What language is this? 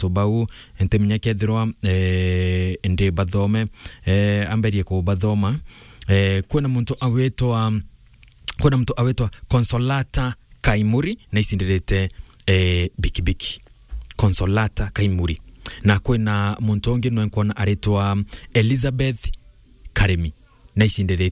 Meru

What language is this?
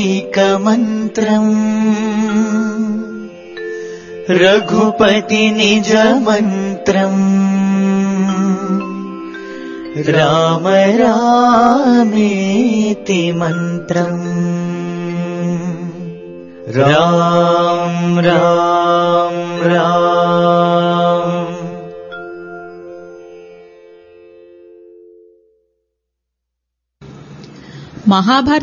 Telugu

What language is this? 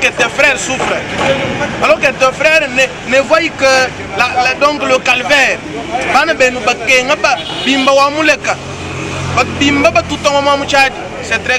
Luba-Lulua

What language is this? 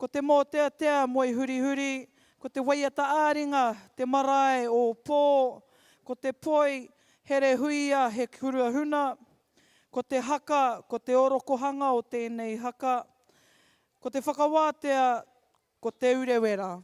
Māori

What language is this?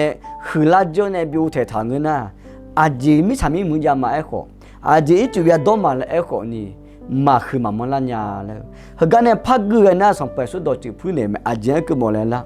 Akha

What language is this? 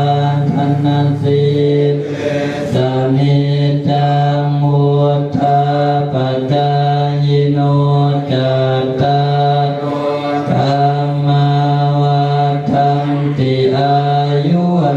Pali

